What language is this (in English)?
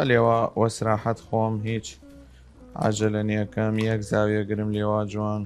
Southern Kurdish